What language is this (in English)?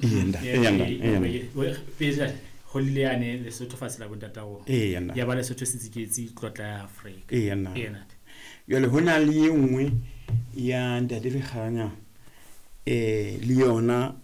Southern Sotho